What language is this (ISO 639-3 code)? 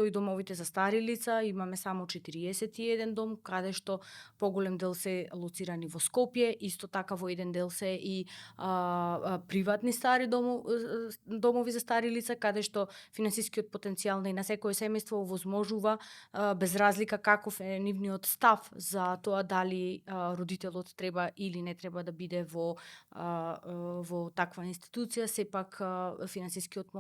mkd